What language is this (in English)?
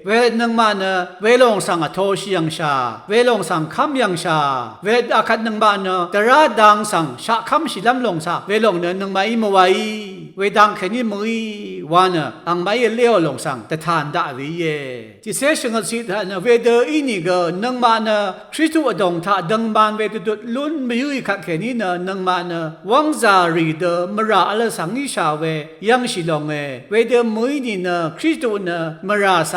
Rawang